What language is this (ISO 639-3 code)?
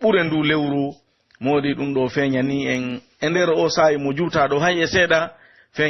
fuf